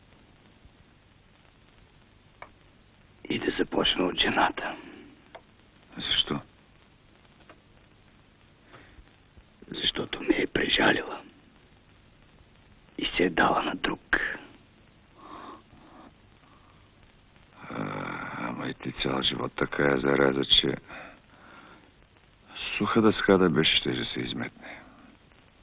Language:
Bulgarian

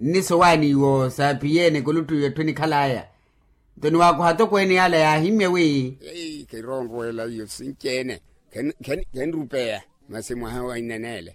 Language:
Makhuwa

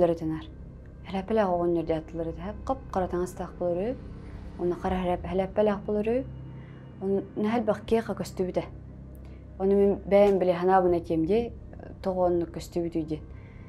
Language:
Yakut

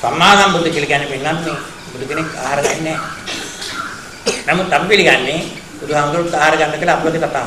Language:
Sinhala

